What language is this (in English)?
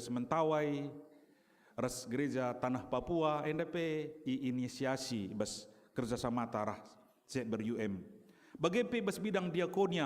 Batak Karo